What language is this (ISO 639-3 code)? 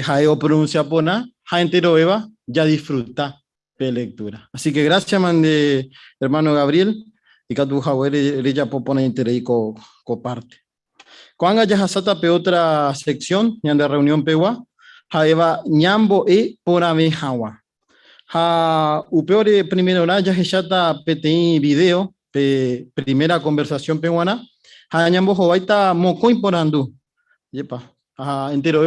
grn